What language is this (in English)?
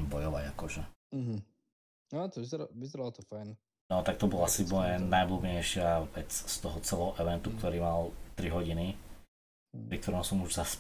Slovak